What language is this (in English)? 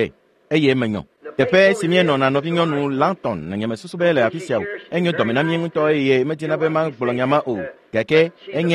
Ewe